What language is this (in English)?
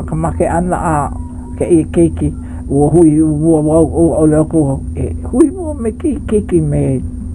Hawaiian